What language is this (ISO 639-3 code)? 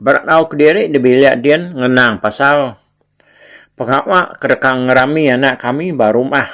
iba